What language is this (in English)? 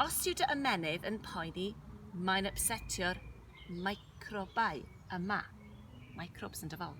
Welsh